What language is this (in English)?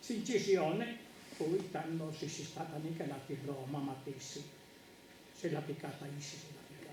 Sardinian